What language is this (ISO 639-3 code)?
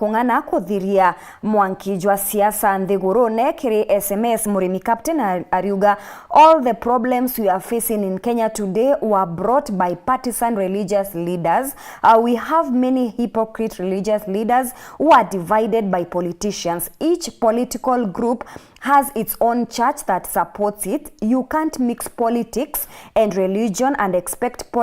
mer